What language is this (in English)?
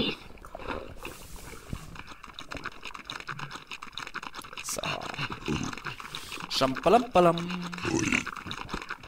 German